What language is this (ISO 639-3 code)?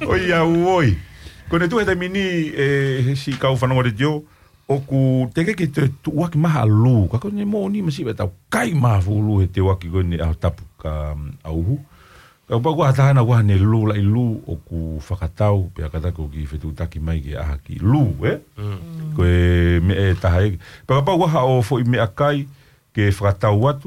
ton